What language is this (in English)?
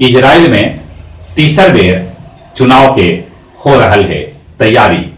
Magahi